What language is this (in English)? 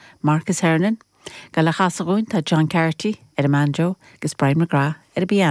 Irish